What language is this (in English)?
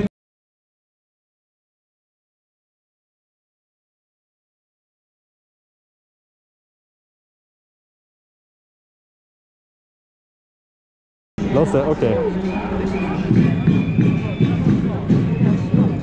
Norwegian